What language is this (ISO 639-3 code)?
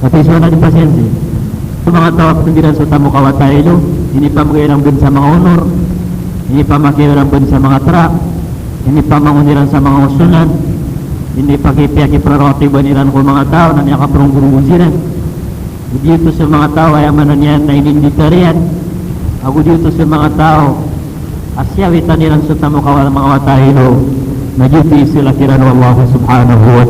mrw